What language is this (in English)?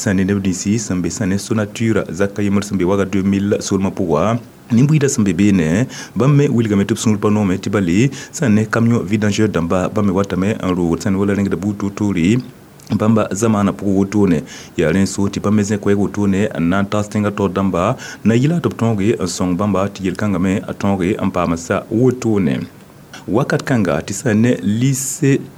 Mossi